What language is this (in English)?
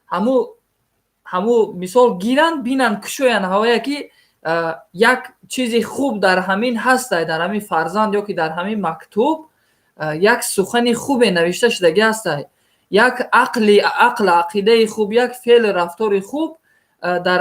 Tajik